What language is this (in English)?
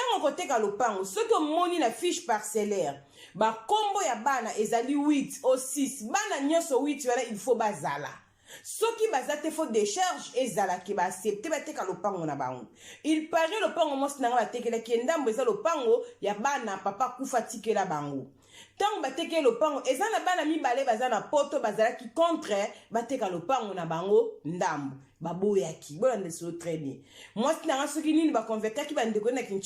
Lingala